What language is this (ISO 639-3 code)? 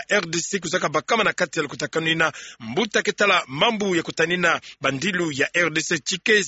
ktu